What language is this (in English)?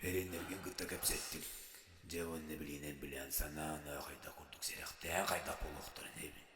Yakut